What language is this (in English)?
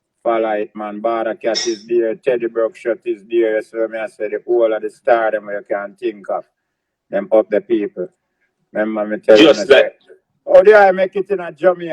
Jamaican Creole English